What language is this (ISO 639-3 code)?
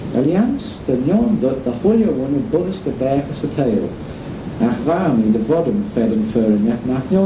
glv